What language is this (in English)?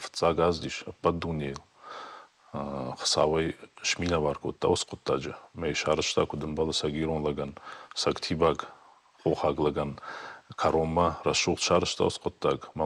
Ossetic